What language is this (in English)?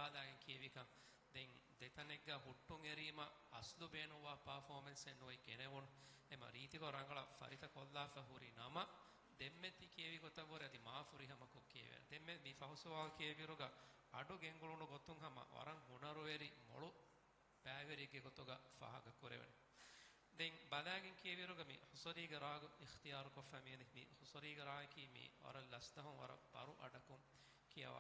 Divehi